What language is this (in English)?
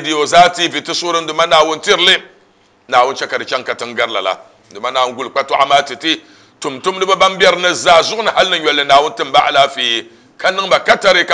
Dagbani